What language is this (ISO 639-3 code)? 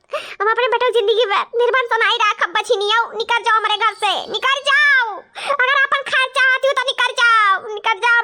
awa